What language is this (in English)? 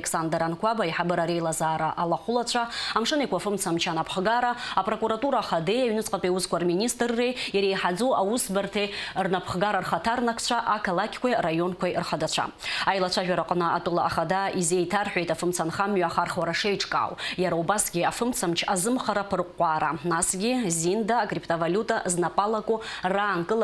Abkhazian